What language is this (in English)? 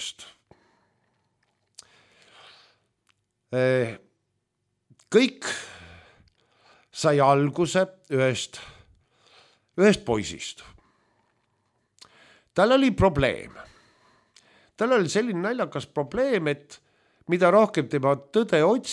Estonian